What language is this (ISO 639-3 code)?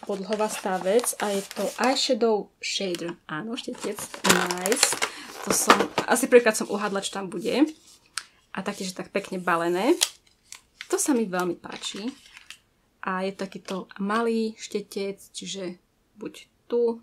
slk